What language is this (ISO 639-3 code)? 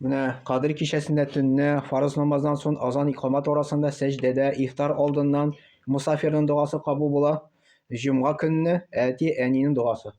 tat